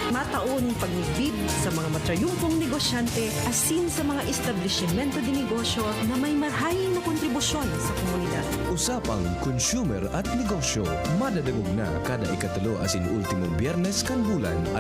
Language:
Bikol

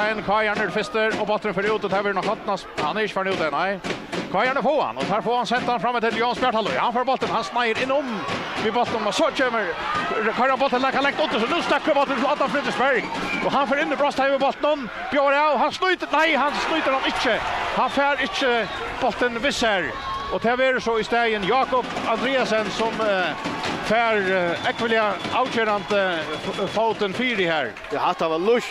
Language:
Faroese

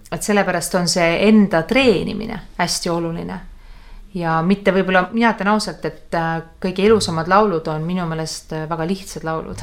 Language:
Estonian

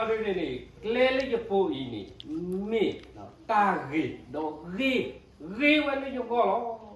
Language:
S'gaw Karen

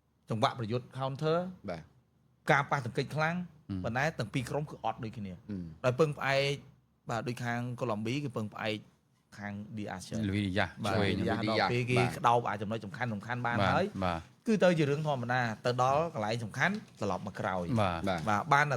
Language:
Khmer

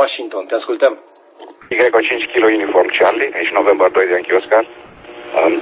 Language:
Romanian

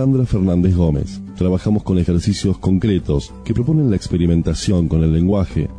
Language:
Spanish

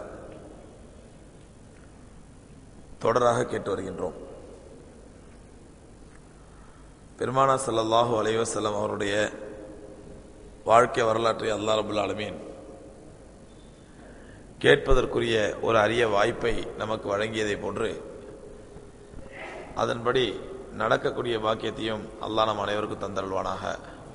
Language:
Tamil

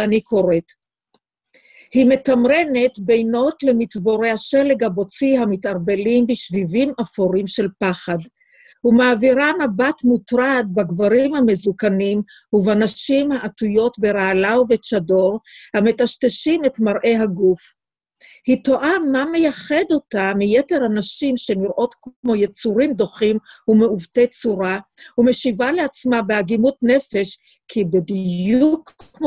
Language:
Hebrew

